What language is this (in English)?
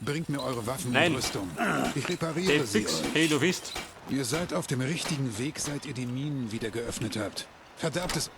Bavarian